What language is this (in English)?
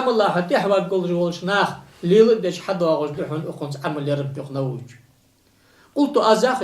Ingush